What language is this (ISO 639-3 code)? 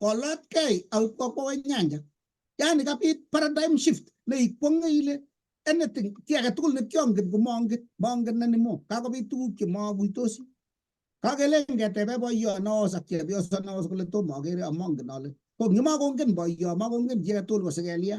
kln